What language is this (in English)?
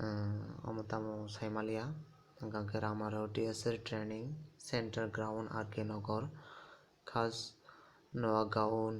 Kok Borok